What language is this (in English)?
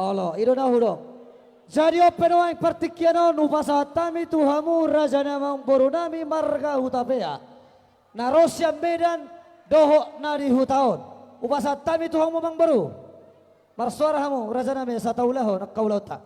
Batak Toba